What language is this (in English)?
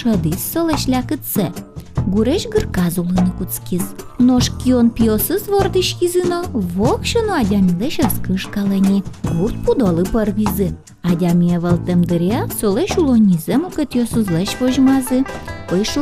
Udmurt